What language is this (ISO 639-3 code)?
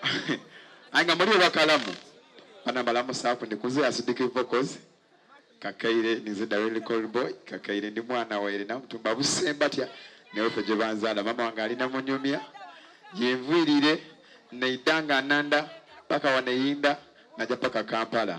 xog